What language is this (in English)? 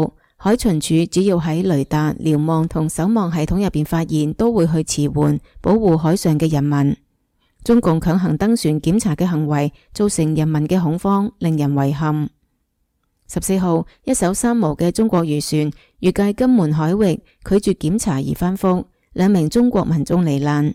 Cantonese